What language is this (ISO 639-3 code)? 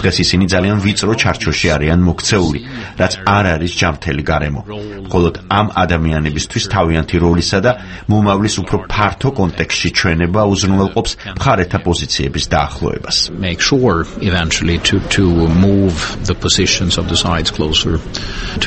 kat